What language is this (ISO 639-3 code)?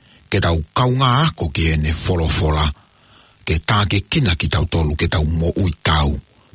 ton